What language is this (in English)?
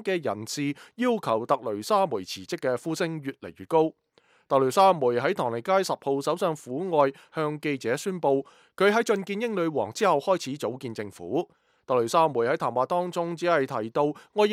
Cantonese